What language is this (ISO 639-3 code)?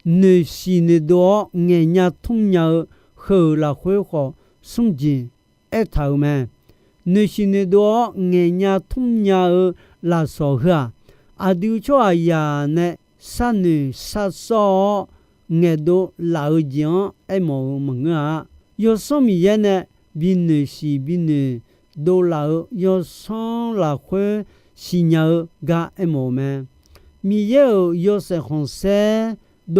ahk